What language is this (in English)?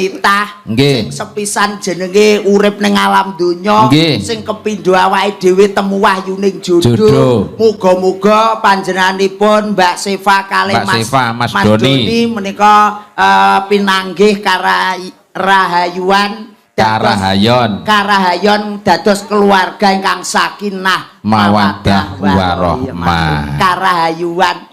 Javanese